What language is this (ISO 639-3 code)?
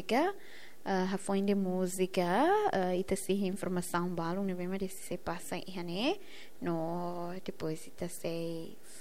tet